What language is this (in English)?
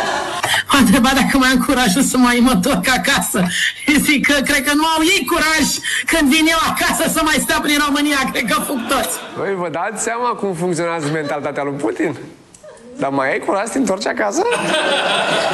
Romanian